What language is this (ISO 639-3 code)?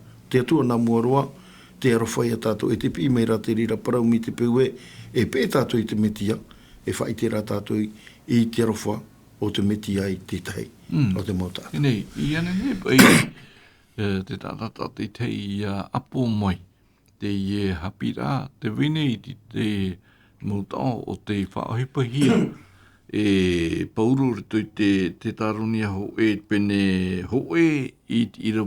tah